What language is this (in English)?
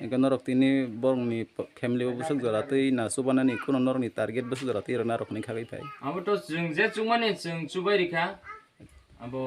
Kok Borok